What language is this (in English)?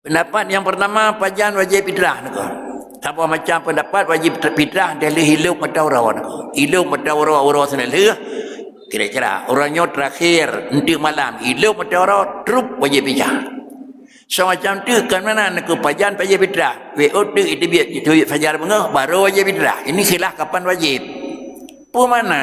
Achinese